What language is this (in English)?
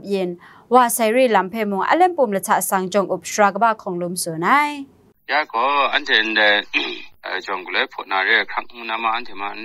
Kachin